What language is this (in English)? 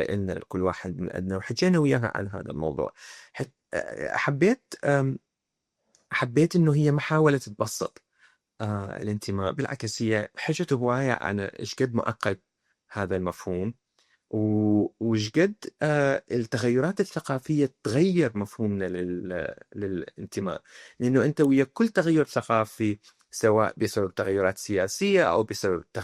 Mesopotamian Arabic